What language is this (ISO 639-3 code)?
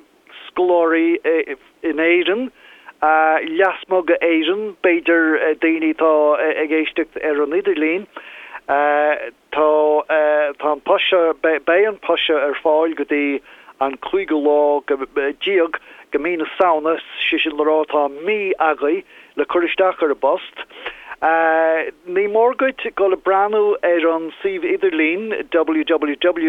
gle